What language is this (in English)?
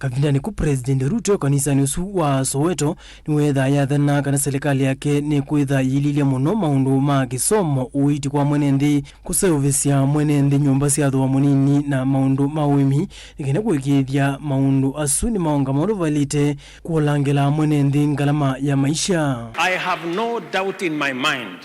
Kamba